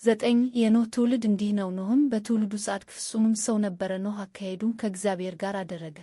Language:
Amharic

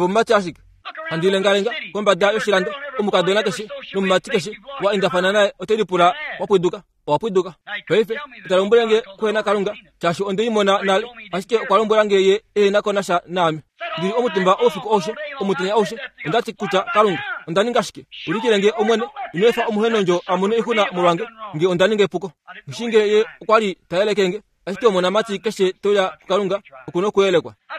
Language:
Kuanyama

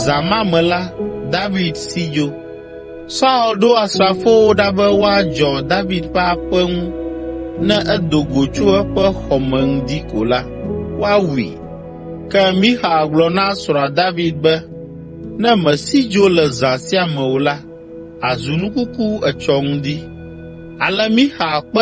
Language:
Ewe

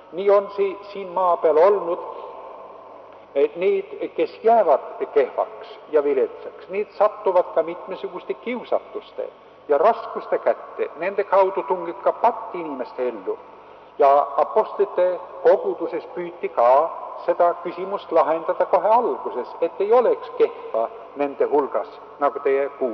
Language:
Estonian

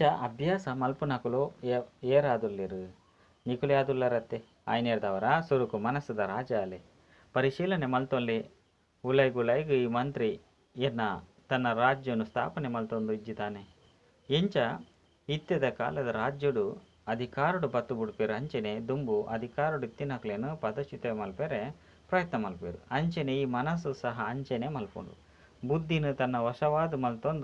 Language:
Tulu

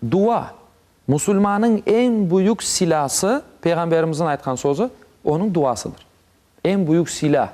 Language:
Crimean Tatar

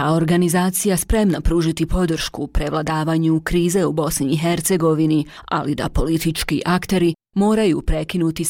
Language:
Bosnian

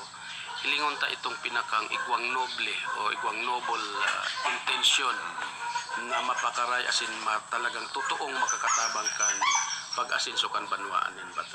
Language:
Bikol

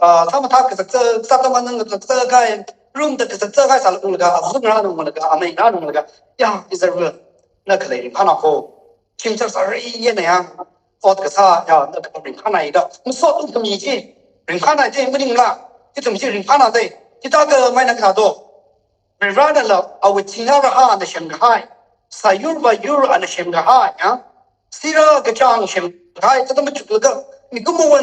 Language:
Tangkhul Naga (India)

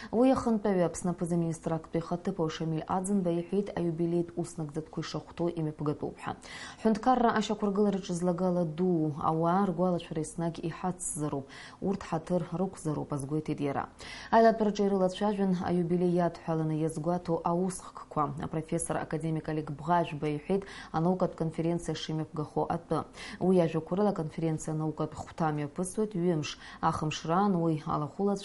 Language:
Abkhazian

